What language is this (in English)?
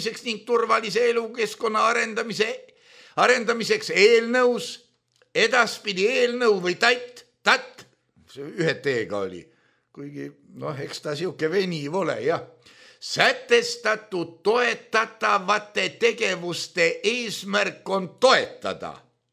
Estonian